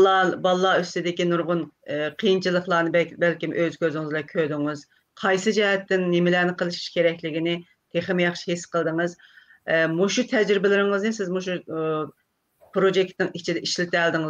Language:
Uyghur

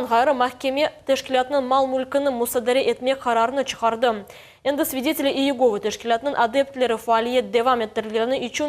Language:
Crimean Tatar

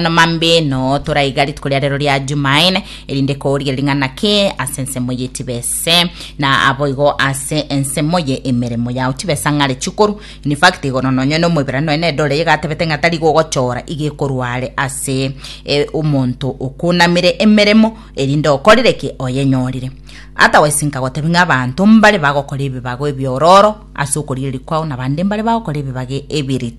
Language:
Gusii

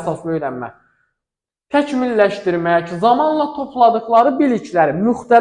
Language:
Azerbaijani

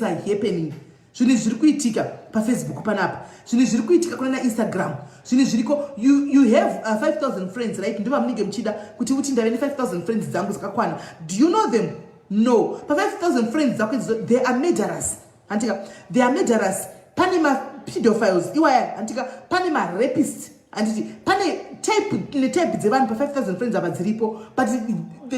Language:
Shona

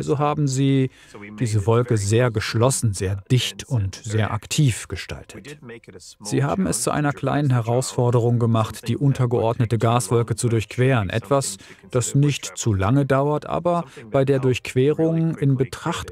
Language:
German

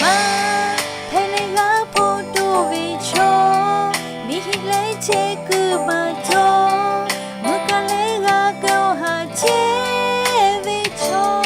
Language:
Lahu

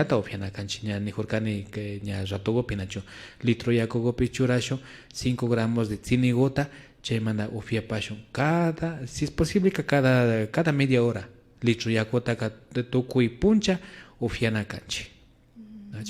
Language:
Imbabura Highland Quichua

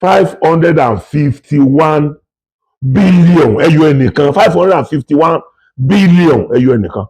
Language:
Yoruba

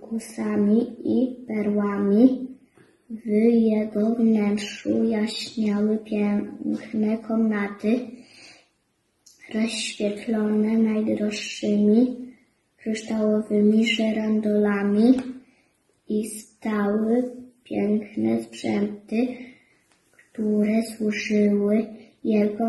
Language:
Polish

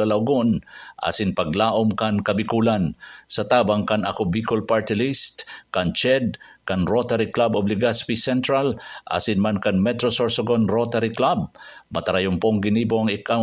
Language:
Bikol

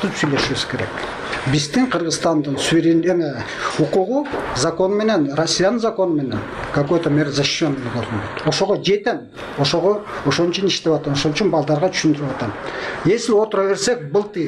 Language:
Kyrgyz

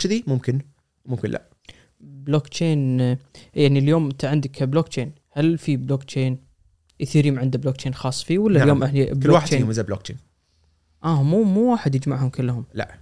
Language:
Gulf Arabic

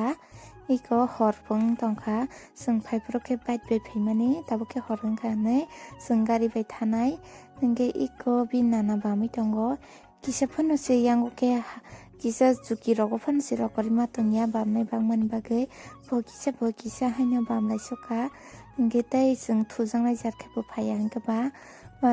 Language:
Kok Borok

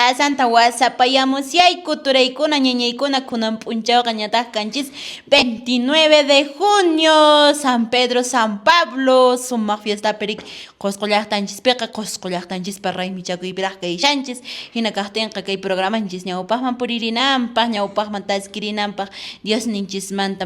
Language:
Quechua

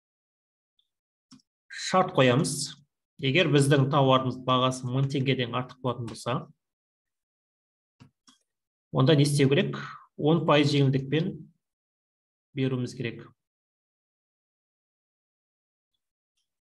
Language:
Kazakh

